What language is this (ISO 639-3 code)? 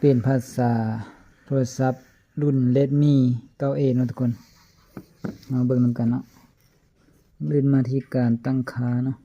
lao